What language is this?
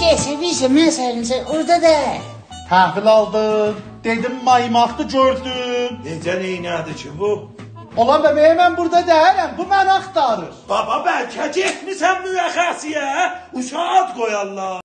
South Azerbaijani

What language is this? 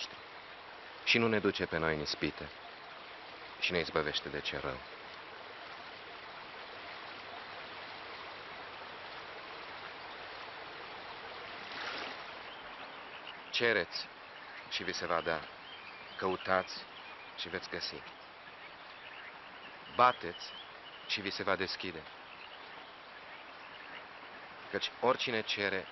Romanian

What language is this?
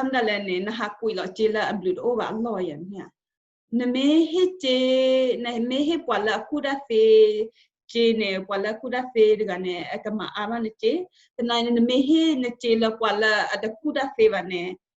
S'gaw Karen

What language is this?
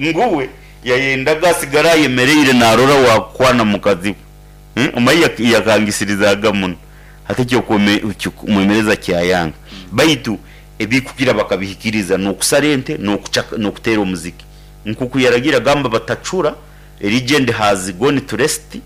Nyankole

